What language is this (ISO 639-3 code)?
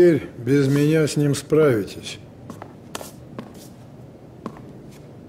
rus